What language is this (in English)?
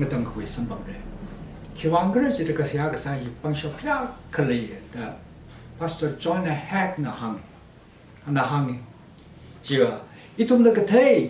Tangkhul Naga (India)